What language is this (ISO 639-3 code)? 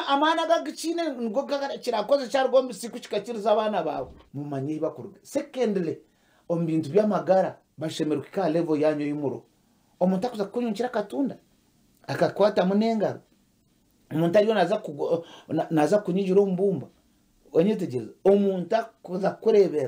nyn